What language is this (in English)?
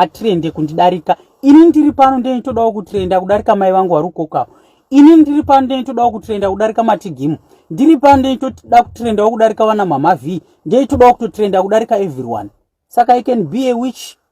Shona